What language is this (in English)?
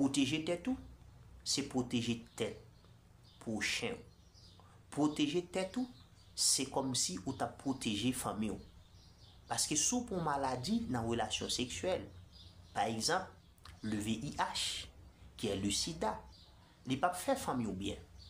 Haitian Creole